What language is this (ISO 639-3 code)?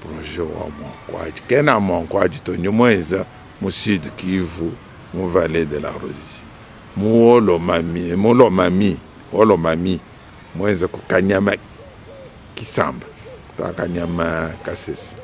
lua